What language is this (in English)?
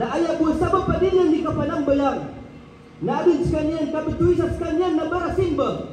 Maranao